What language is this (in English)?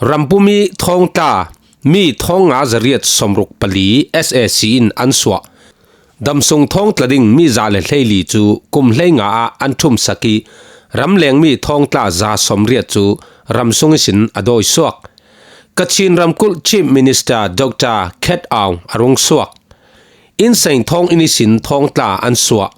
Falam Chin